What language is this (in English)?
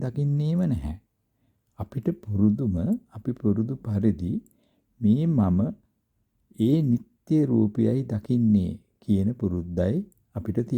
Sinhala